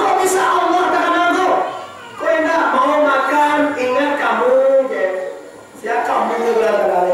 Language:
Minangkabau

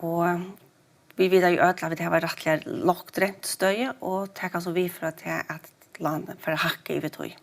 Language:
Faroese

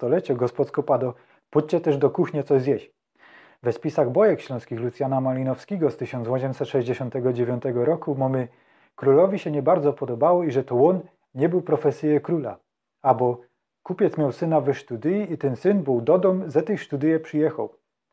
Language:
Silesian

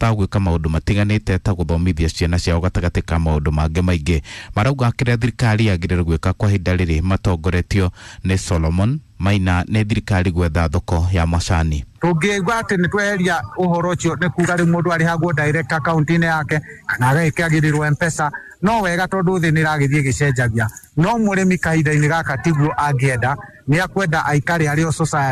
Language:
Kikuyu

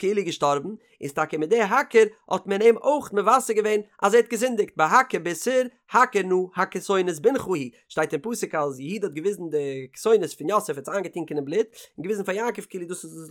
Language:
Yiddish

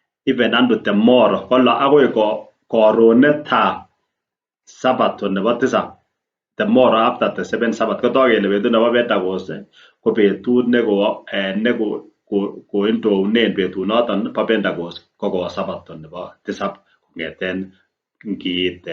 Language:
Kalenjin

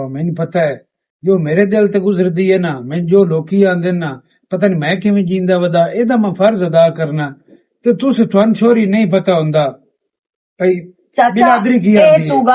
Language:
Western Panjabi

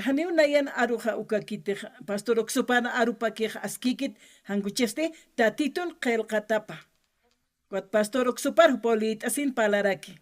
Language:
Aymara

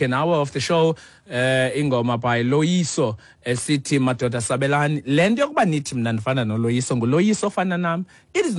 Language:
Xhosa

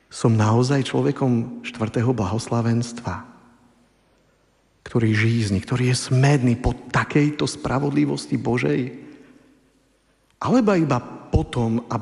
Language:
Slovak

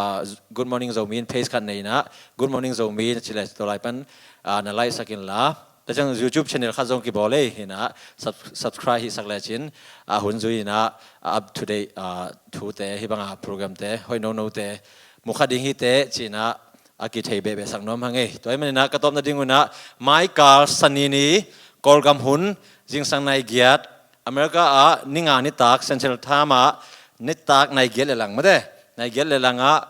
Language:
Tedim Chin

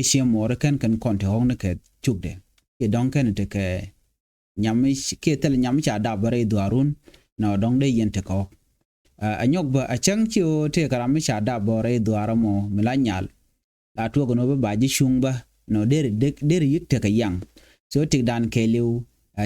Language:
Nuer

